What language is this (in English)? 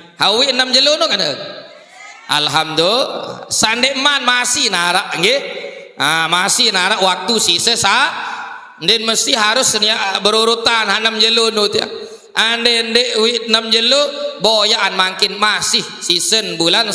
Sasak